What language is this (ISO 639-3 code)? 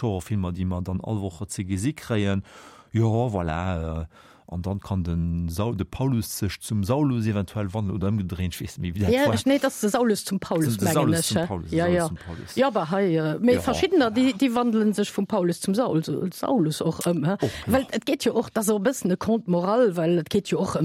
ltz